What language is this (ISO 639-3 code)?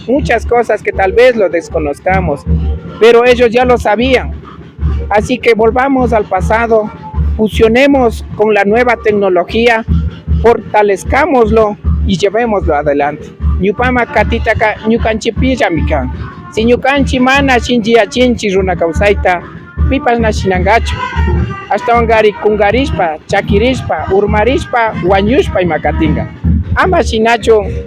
qvi